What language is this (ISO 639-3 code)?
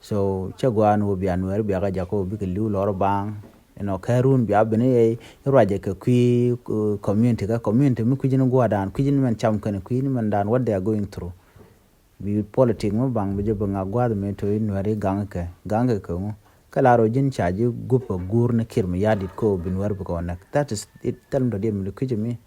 nus